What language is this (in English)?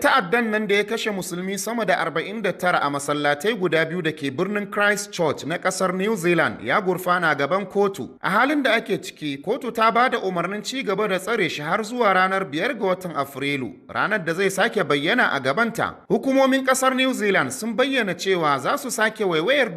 Hausa